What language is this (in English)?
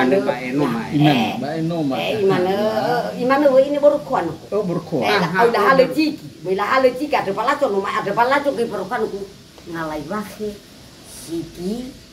Nias